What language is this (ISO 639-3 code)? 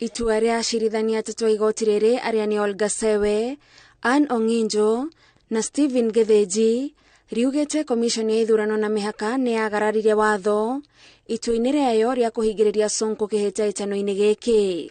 kik